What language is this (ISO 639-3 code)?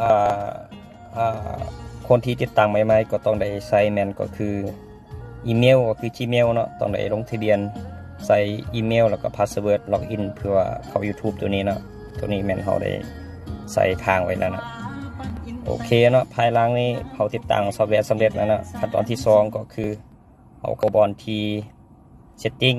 lao